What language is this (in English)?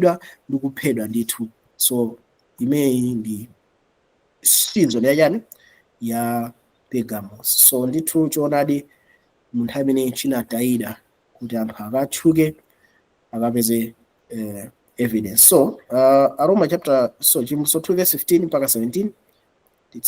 Nyanja